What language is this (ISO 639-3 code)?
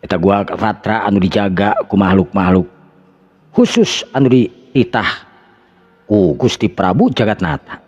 sun